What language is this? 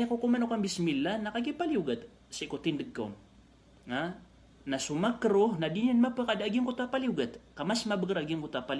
Maranao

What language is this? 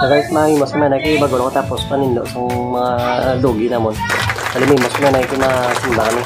Hiligaynon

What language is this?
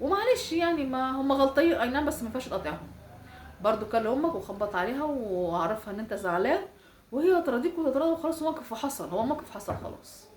Egyptian Arabic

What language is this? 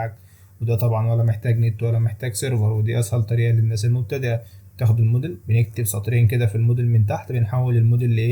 Egyptian Arabic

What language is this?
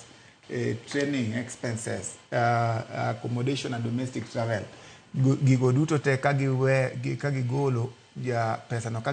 Luo (Kenya and Tanzania)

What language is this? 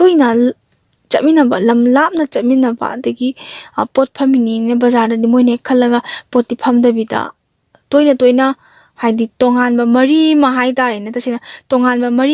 Manipuri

